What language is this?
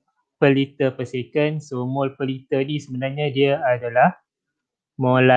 Malay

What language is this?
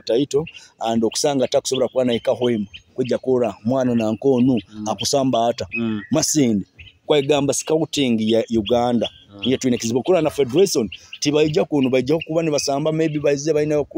Nyoro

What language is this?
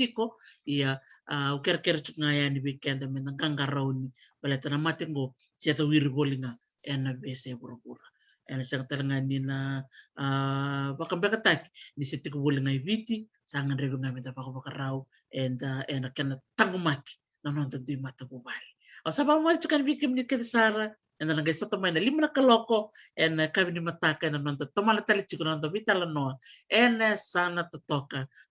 Fijian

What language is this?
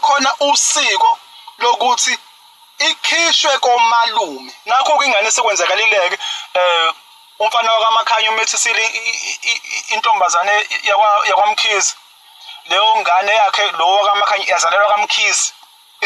Zulu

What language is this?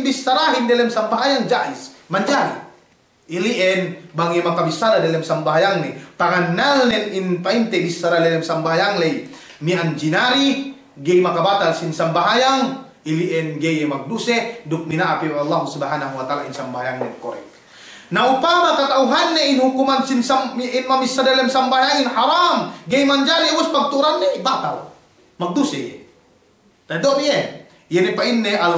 Yakan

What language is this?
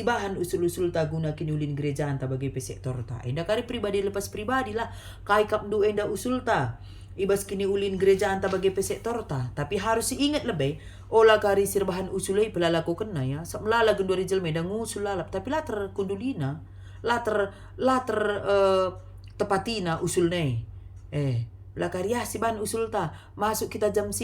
Batak Karo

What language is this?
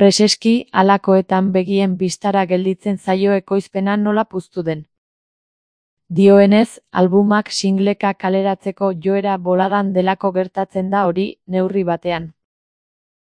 Basque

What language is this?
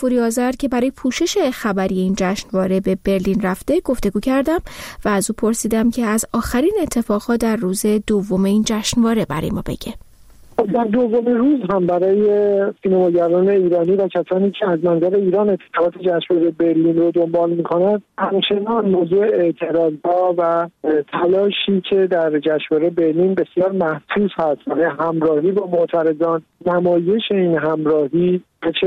Persian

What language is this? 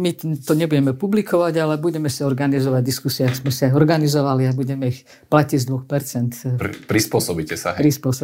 Slovak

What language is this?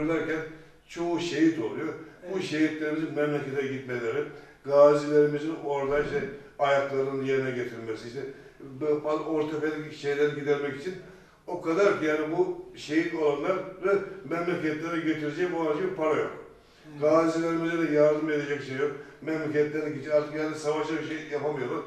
Turkish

